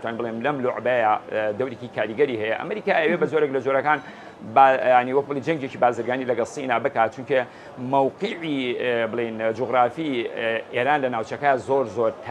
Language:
Central Kurdish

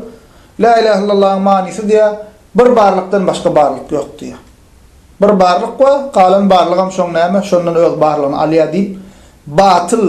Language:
Turkmen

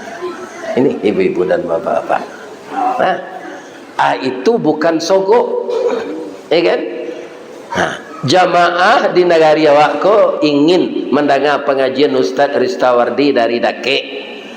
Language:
Minangkabau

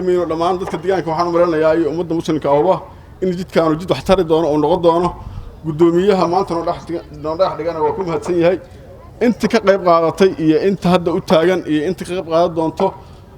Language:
Somali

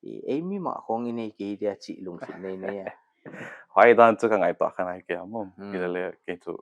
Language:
Paite Chin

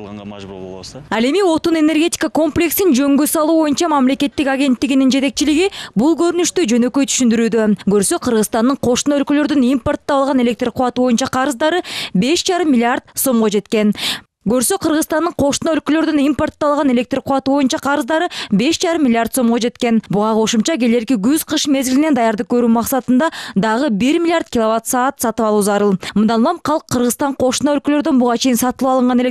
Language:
Kyrgyz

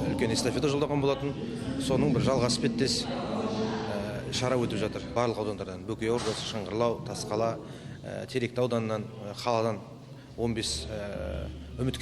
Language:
Kazakh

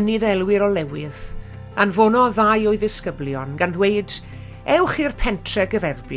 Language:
Welsh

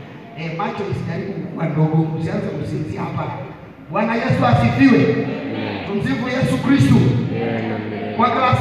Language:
Swahili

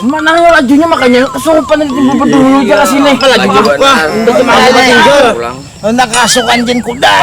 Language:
Banjar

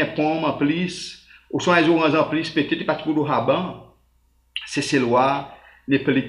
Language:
Seselwa Creole French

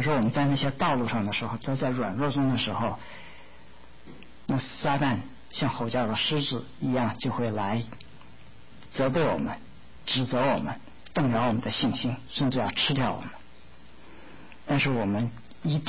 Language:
Chinese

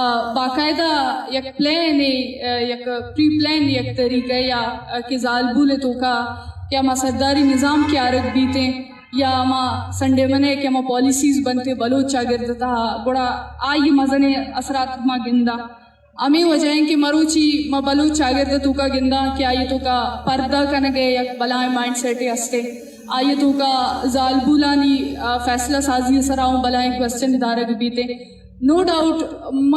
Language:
Eastern Balochi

